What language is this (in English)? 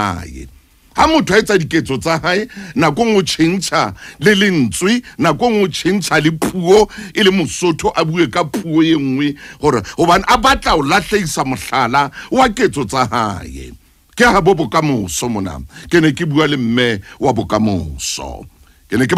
Southern Sotho